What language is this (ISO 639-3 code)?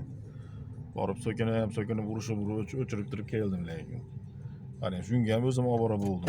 uzb